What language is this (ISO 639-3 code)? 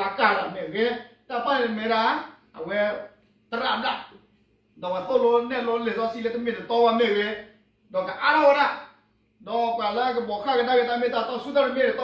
ksw